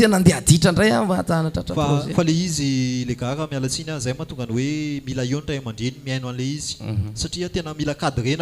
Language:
Malagasy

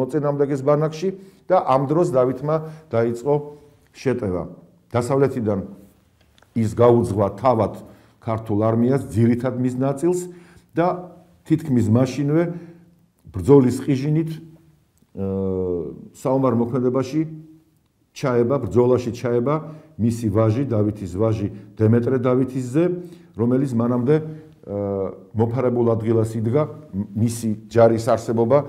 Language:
Georgian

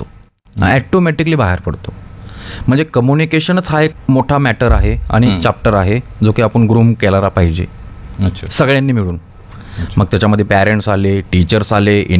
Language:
Marathi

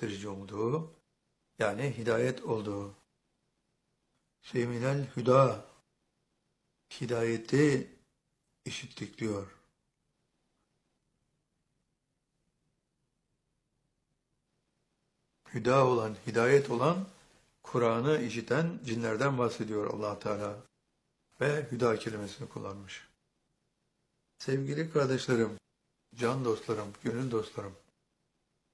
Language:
Turkish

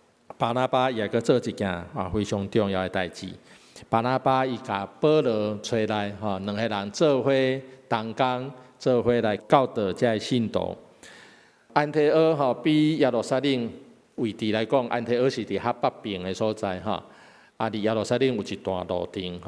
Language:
Min Nan Chinese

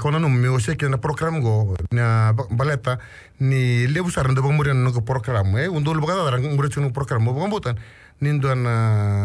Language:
Fijian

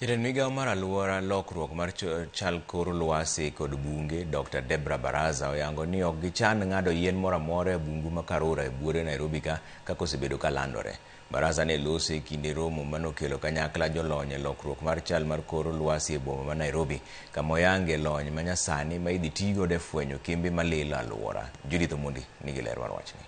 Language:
Luo (Kenya and Tanzania)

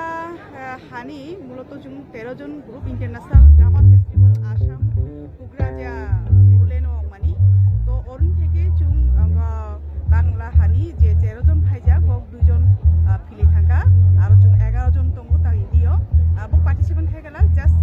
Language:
Kok Borok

